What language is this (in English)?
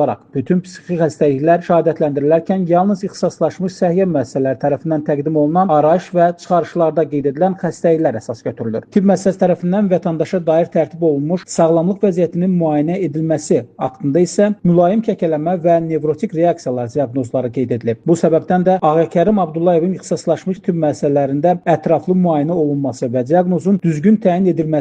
Azerbaijani